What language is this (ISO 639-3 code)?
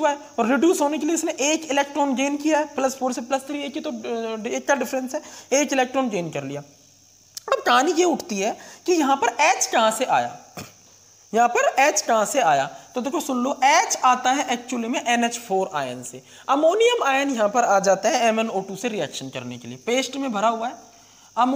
hin